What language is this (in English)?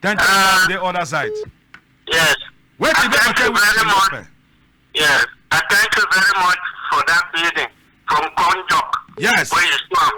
Cameroon Pidgin